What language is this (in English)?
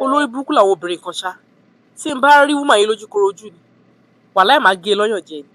Yoruba